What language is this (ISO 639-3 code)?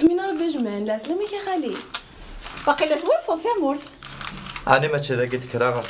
kab